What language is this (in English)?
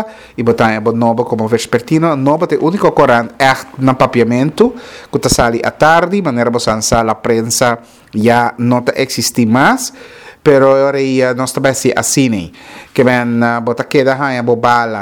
Papiamento